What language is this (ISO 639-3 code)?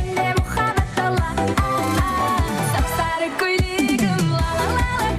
kaa